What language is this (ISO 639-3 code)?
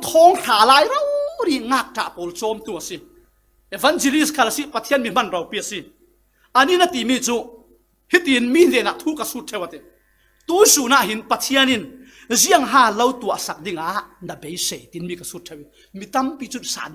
cfm